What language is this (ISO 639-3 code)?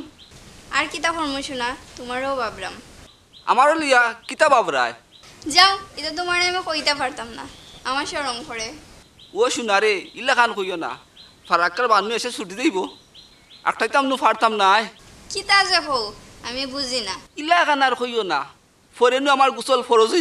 syl